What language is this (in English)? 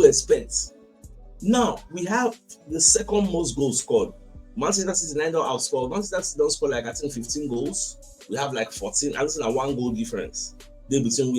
Nigerian Pidgin